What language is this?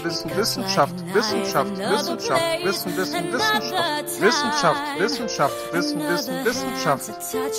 German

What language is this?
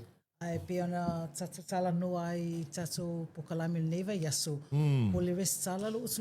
Samoan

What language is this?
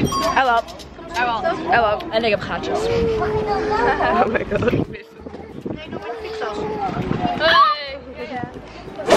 Dutch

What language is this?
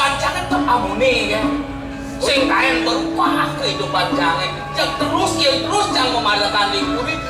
Balinese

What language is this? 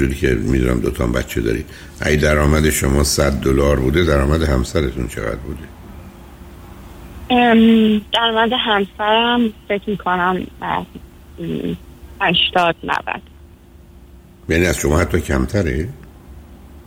Persian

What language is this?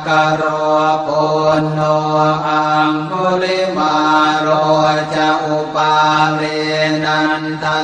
Pali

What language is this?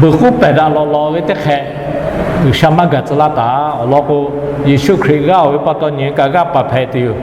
Lahu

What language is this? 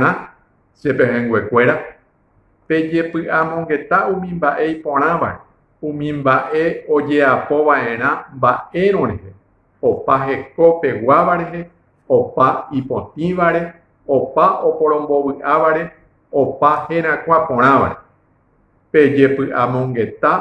Guarani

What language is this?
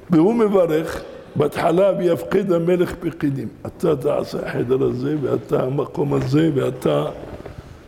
Hebrew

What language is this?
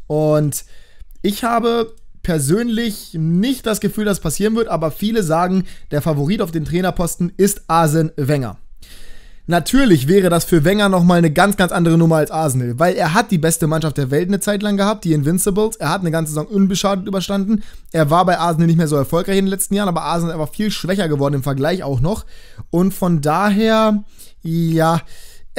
German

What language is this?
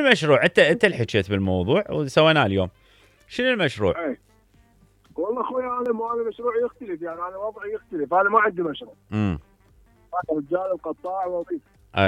Mesopotamian Arabic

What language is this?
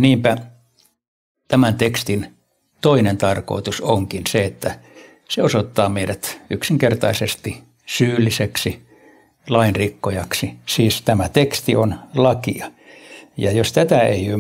Finnish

